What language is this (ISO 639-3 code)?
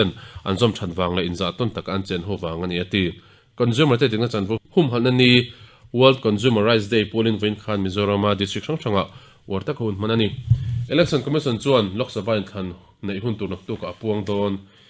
lus